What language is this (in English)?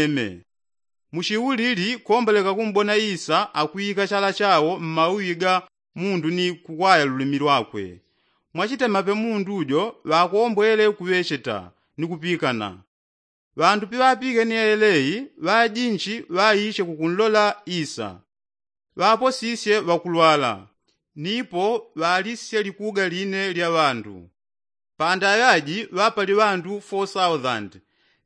Yao